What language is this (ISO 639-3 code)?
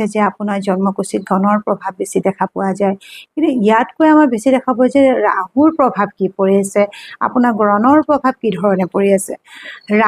asm